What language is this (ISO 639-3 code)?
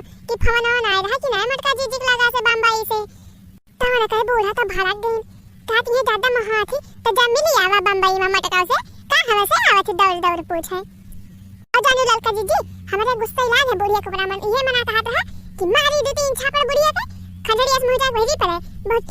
awa